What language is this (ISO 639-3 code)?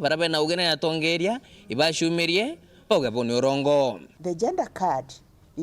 mer